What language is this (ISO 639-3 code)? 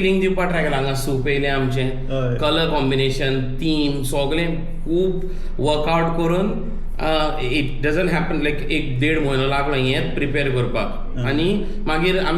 kok